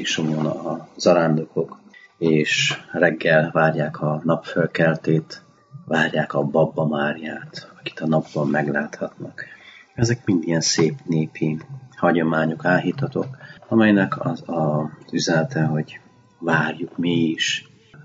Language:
Hungarian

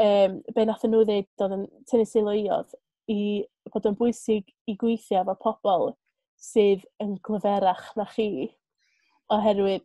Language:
Welsh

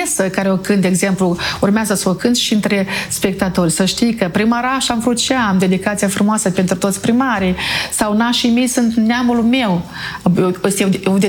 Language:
Romanian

